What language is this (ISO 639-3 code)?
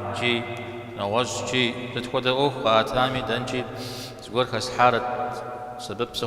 kbd